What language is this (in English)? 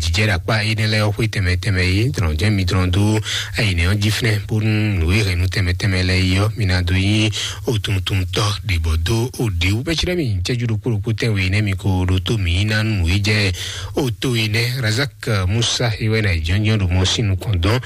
Fon